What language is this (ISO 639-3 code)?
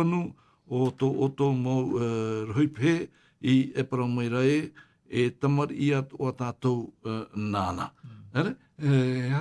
tah